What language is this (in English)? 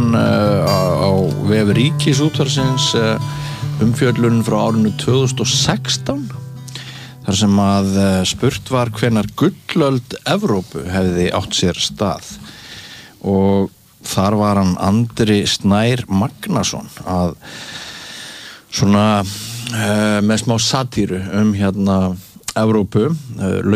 Icelandic